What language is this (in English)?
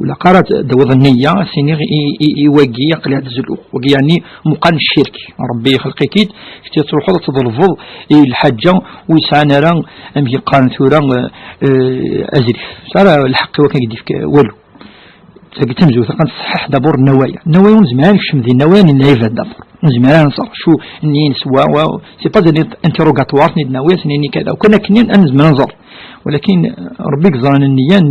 Kabyle